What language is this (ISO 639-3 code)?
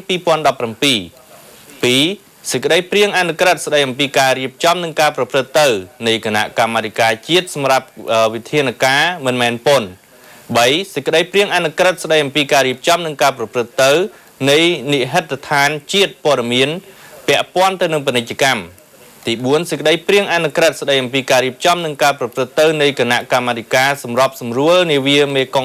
khm